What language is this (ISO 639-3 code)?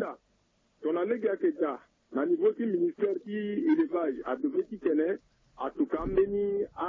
sag